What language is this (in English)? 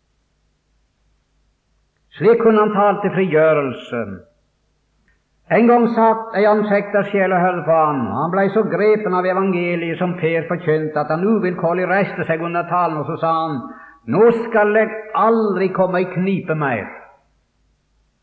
Norwegian